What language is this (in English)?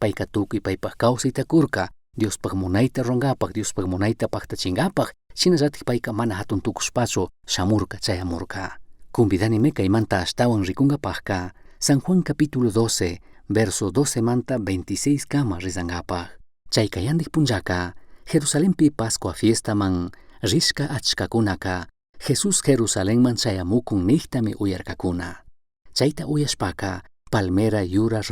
Chimborazo Highland Quichua